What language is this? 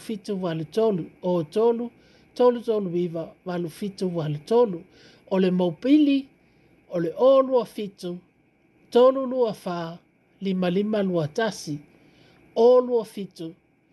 Samoan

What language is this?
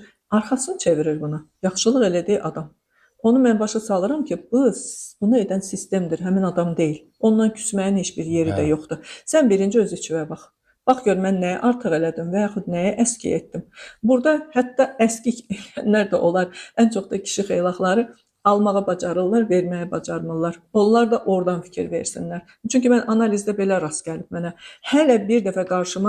Azerbaijani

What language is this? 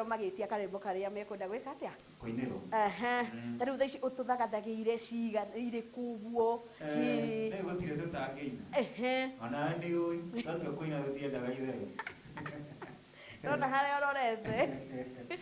Kikuyu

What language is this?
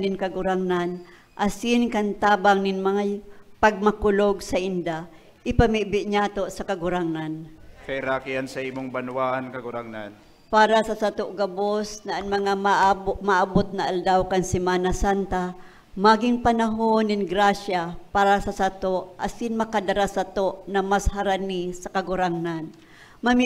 Bikol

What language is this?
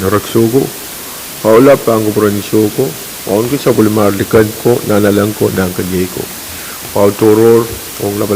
Pohnpeian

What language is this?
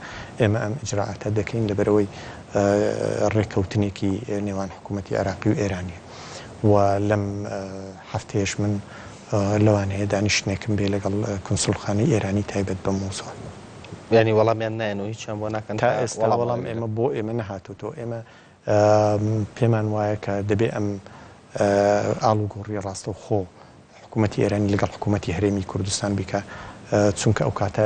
Central Kurdish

